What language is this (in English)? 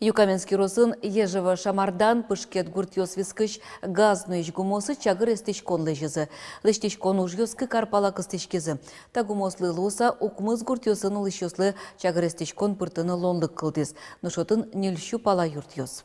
Udmurt